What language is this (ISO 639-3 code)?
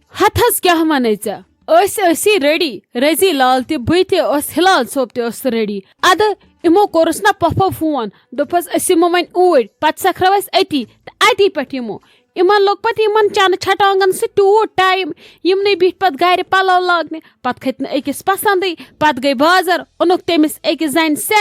kas